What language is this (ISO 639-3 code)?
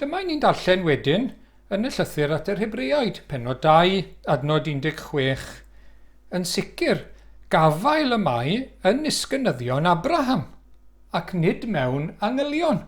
cym